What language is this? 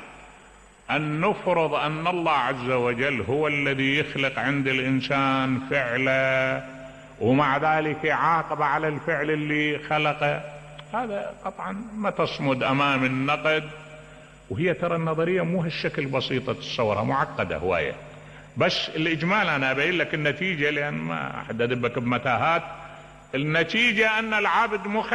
Mesopotamian Arabic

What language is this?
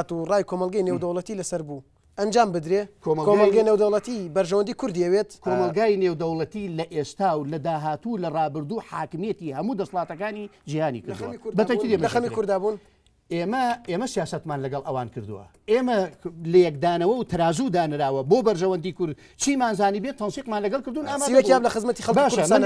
Central Kurdish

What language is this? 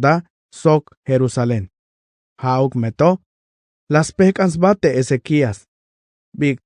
Tzeltal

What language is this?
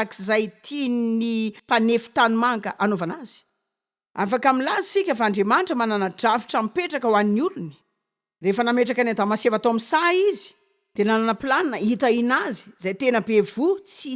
Malagasy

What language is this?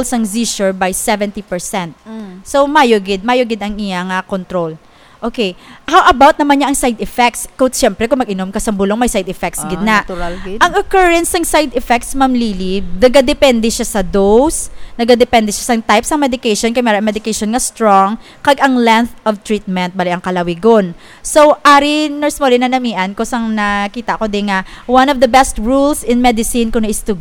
Hiligaynon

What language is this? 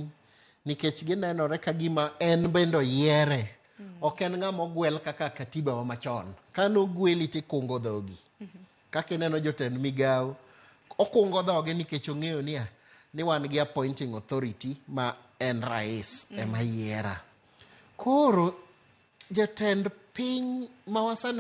Luo (Kenya and Tanzania)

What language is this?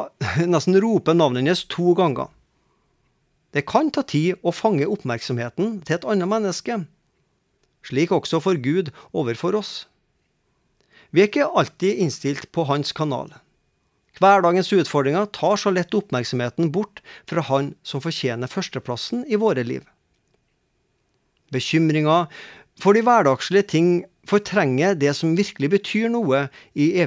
Norwegian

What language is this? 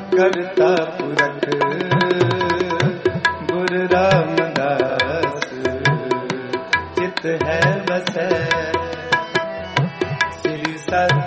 Punjabi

